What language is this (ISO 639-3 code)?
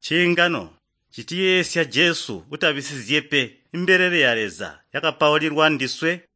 toi